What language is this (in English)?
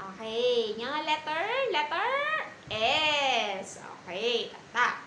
Iloko